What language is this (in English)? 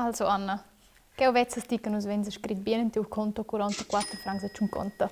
Romansh